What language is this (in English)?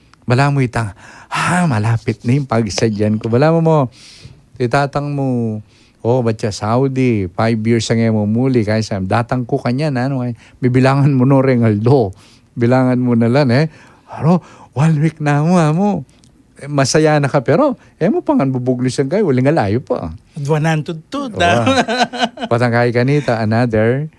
Pampanga